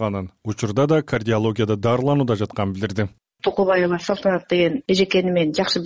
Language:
Kyrgyz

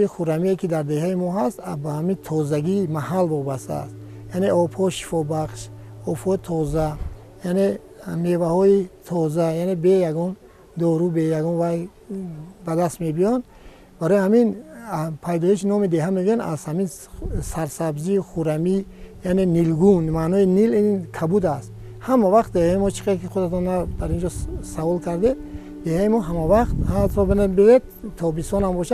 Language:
Tajik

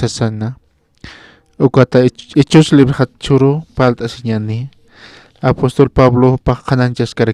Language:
Aymara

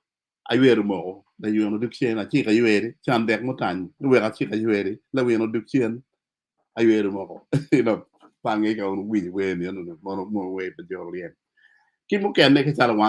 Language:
Acoli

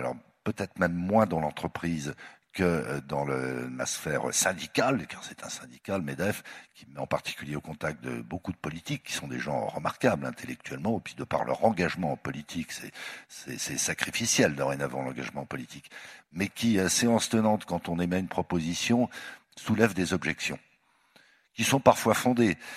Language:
French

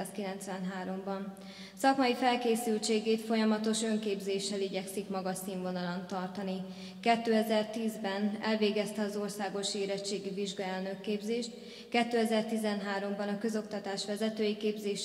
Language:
Hungarian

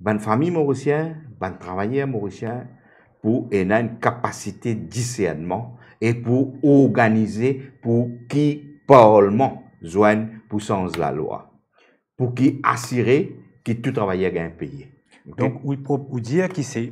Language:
Morisyen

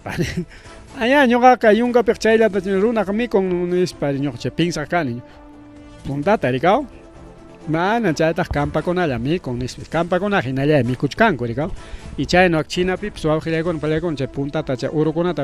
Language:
Ayacucho Quechua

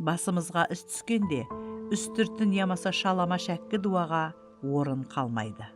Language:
Kara-Kalpak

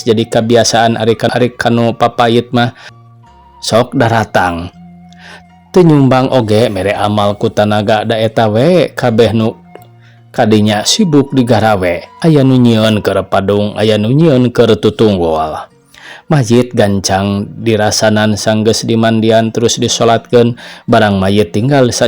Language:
Sundanese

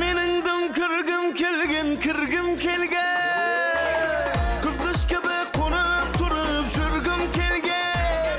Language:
Kara-Kalpak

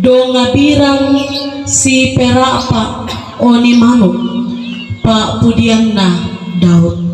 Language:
Toraja-Sa'dan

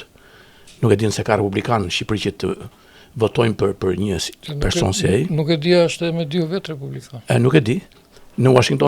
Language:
Albanian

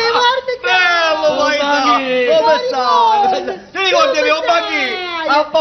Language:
Neapolitan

